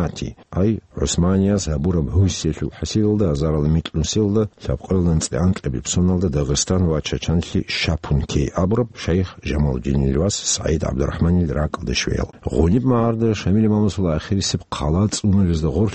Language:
Avaric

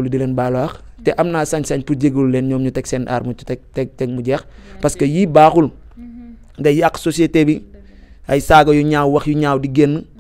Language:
Wolof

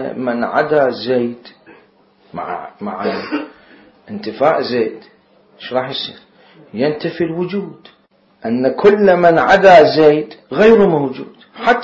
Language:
Mesopotamian Arabic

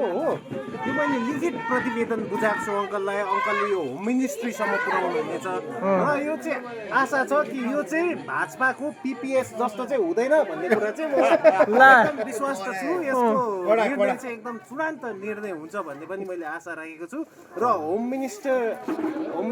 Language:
Nepali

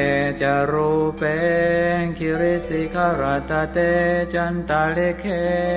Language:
Pali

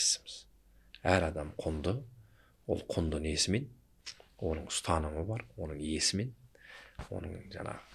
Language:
Kazakh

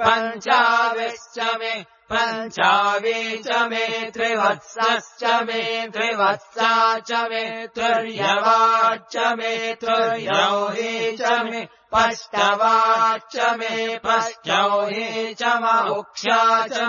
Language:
Sanskrit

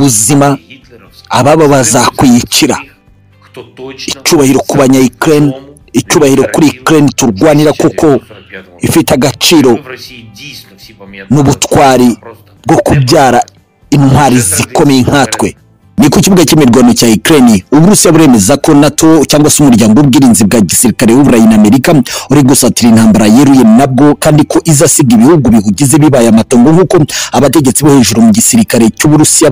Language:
Kinyarwanda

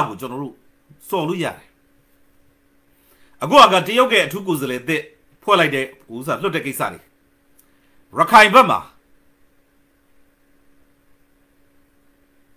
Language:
Burmese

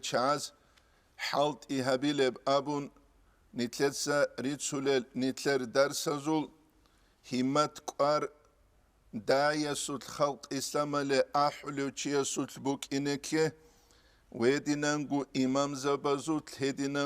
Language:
Avaric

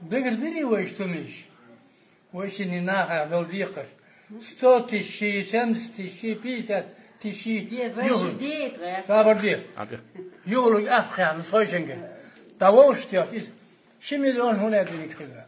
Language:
Chechen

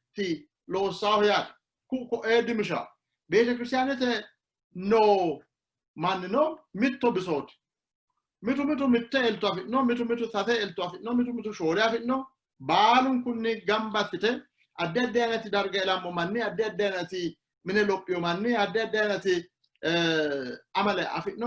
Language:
Sidamo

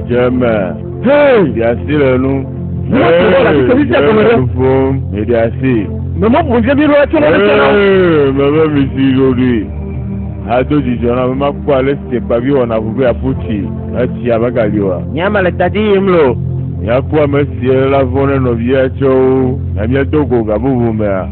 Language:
Ewe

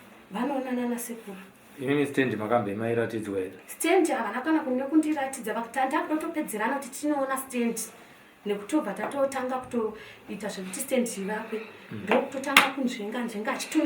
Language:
Shona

